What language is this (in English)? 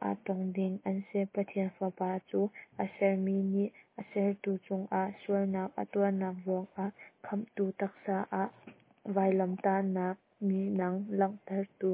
Hakha Chin